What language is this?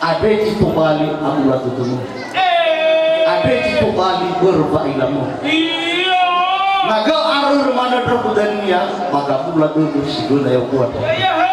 Nias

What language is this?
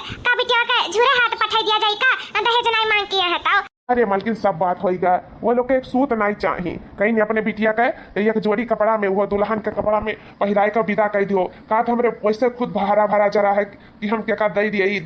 Awadhi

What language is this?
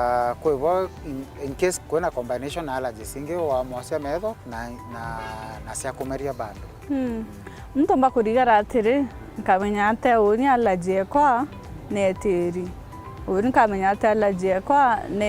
Meru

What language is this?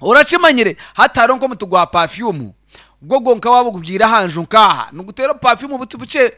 Nyankole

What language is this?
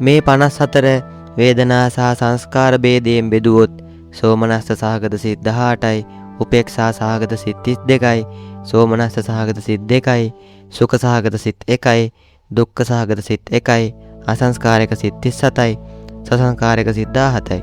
Sinhala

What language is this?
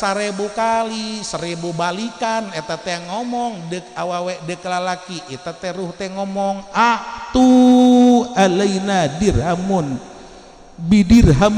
Sundanese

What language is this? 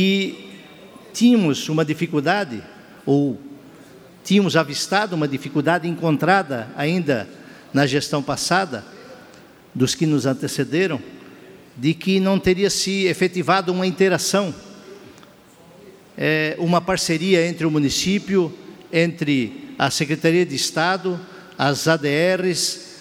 Portuguese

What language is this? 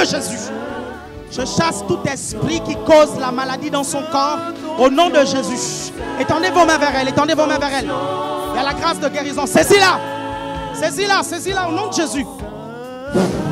French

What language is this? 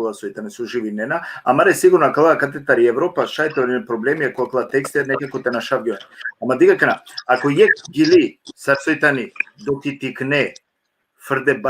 Balkan Romani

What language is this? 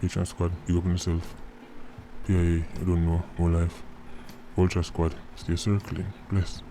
Jamaican Creole English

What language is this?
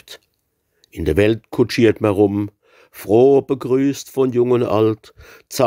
Palatine German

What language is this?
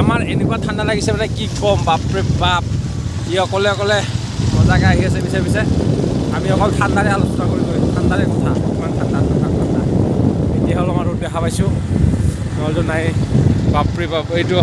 Assamese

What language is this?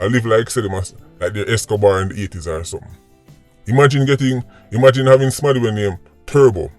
Jamaican Creole English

